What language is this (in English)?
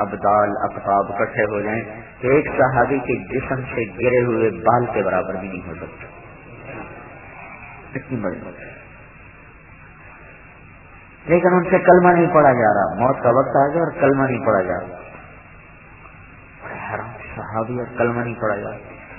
Urdu